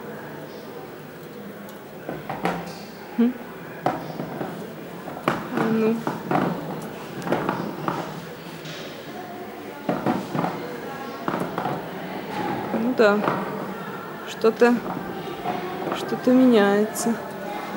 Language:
Russian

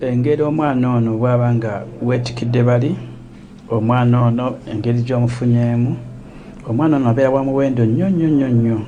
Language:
Ganda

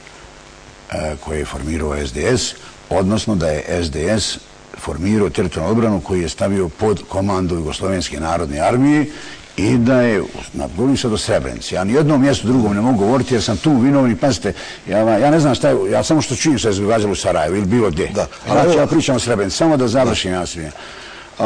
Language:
Bosnian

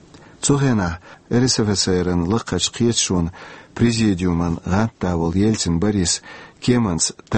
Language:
Chechen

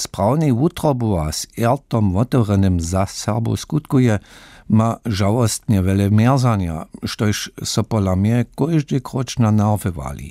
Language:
Upper Sorbian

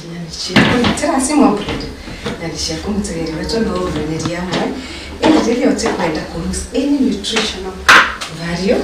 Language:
Meru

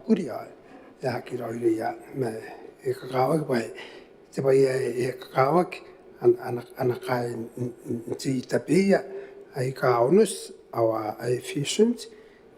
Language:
Gilbertese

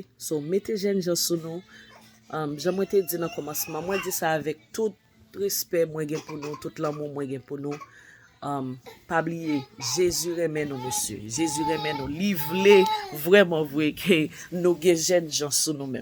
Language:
Haitian Creole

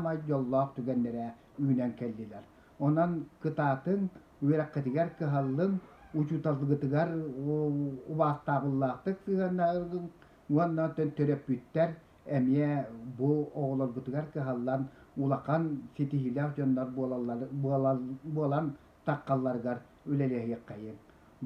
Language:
Yakut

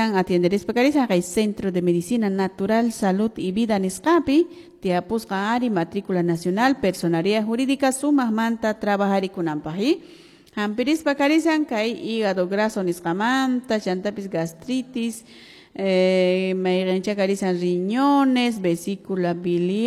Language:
Quechua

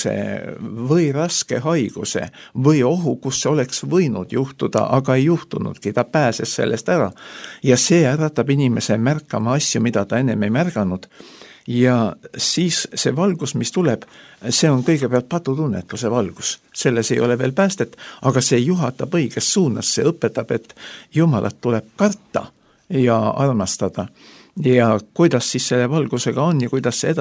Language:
Estonian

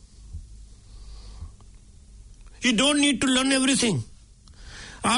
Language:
Hindi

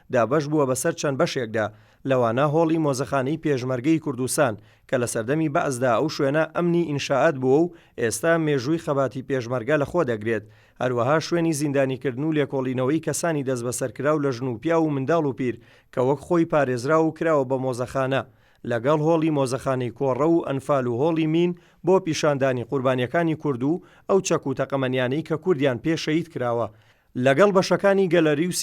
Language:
Central Kurdish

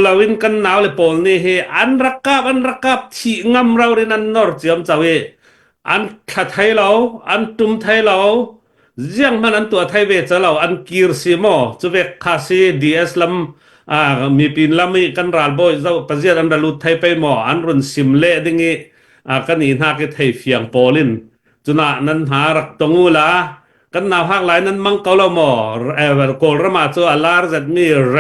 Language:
Falam Chin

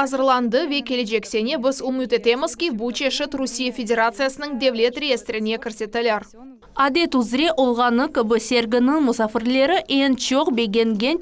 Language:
Crimean Tatar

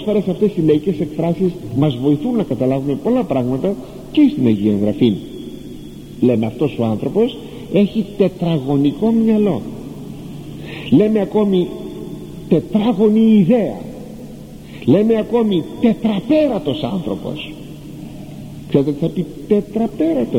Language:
Greek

